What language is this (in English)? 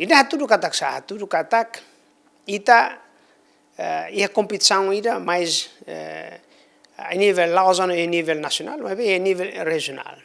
Tetum